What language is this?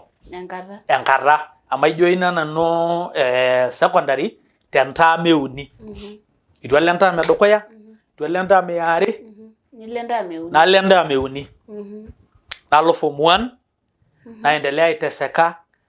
Masai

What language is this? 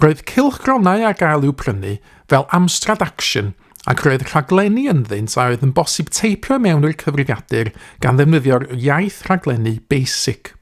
Welsh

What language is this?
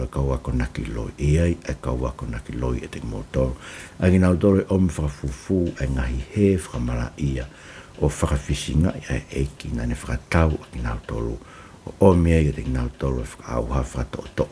Tongan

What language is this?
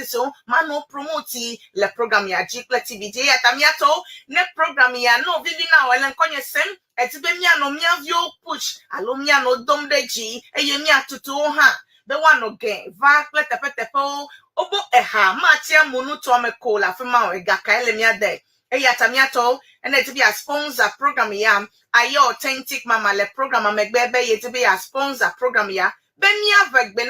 Ewe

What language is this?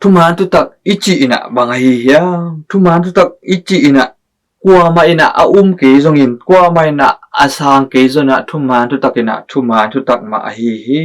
Tedim Chin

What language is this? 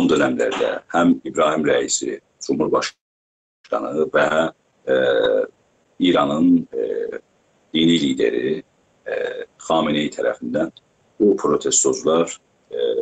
South Azerbaijani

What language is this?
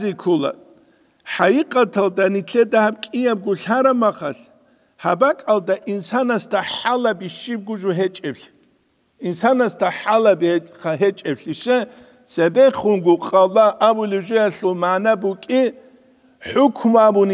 Avaric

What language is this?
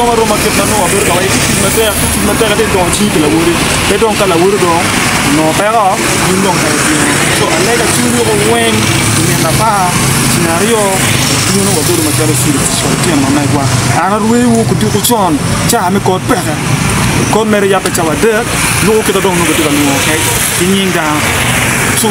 Acoli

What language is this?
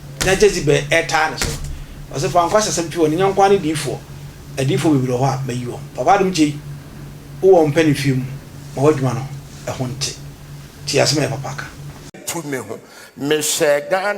Akan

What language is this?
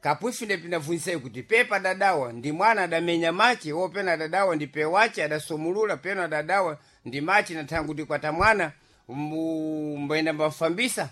Sena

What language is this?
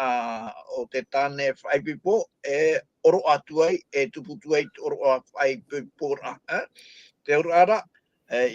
Tahitian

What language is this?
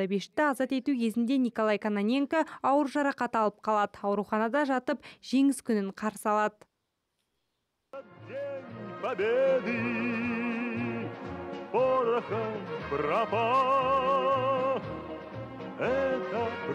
Kazakh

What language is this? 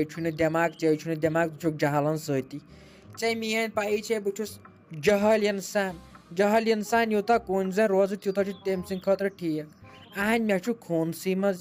Kashmiri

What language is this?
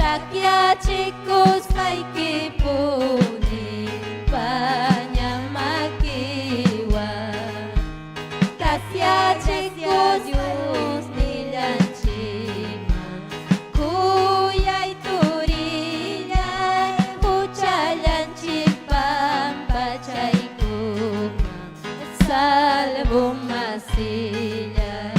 Ayacucho Quechua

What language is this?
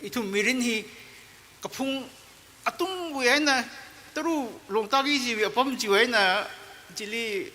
Tangkhul Naga (India)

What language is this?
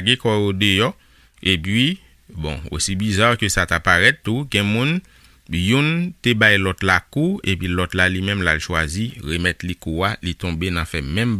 Haitian Creole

